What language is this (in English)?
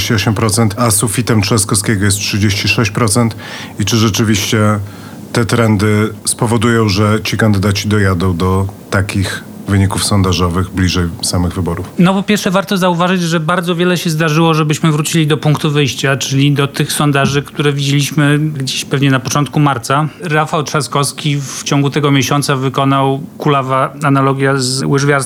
Polish